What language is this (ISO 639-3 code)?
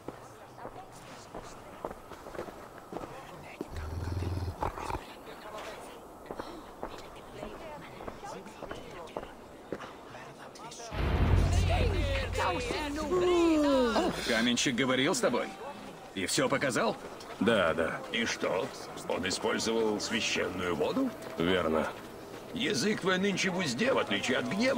rus